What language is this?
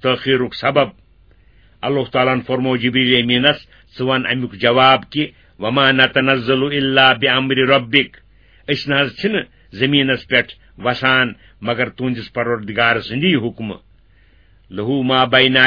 Kashmiri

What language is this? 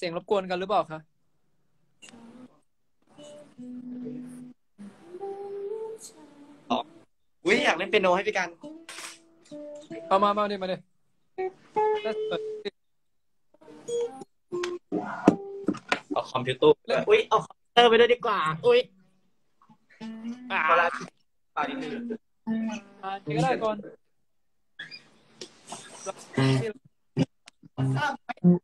Thai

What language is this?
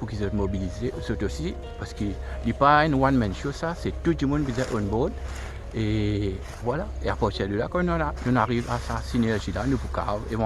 Morisyen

